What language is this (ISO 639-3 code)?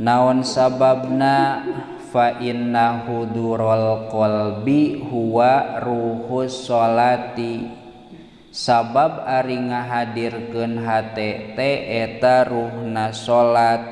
sun